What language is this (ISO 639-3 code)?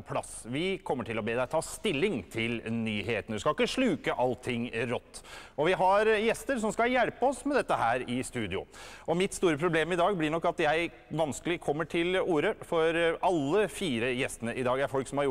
nor